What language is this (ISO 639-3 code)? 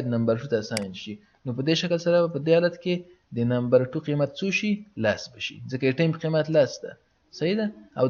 pus